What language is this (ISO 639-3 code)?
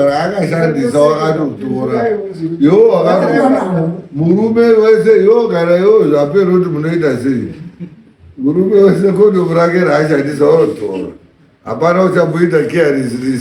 sna